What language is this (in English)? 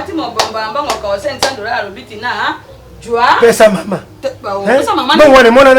Lingala